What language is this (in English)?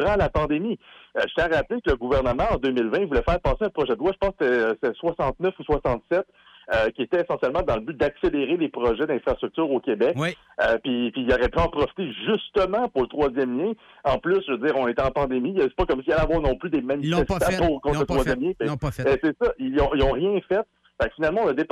French